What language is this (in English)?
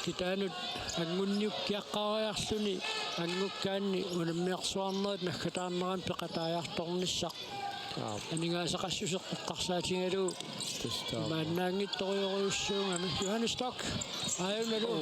Kalaallisut